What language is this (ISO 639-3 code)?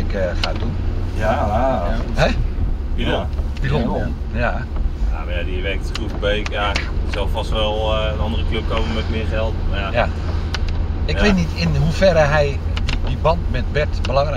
nld